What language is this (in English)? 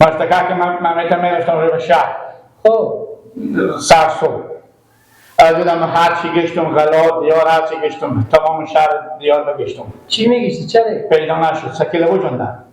Hazaragi